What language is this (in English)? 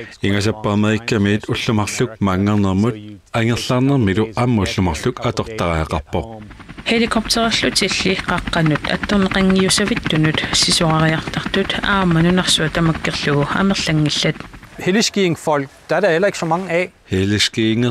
Kalaallisut